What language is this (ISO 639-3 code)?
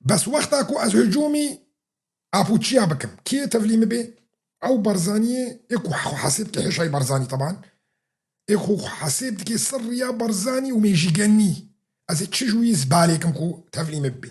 kur